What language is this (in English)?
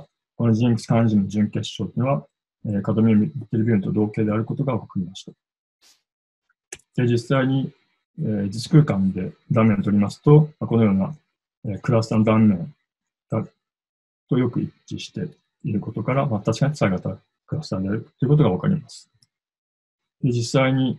Japanese